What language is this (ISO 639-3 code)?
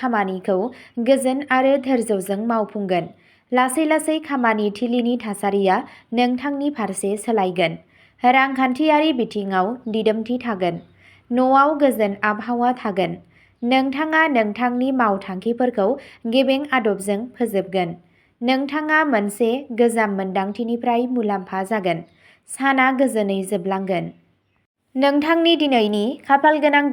brx